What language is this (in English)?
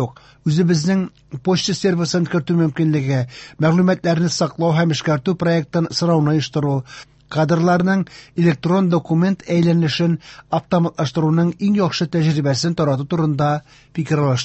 Tatar